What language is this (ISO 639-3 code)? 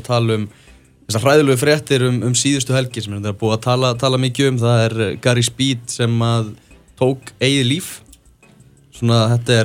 isl